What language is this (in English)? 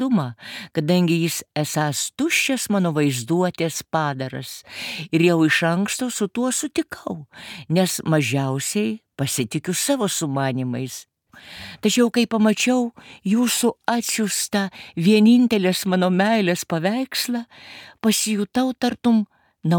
Lithuanian